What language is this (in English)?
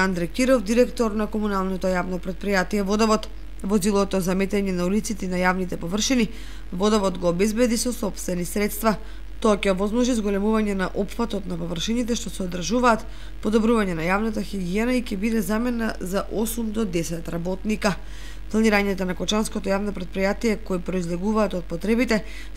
Macedonian